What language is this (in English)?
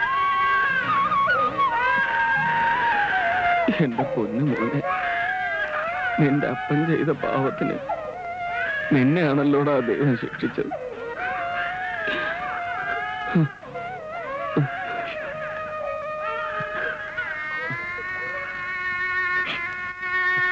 Malayalam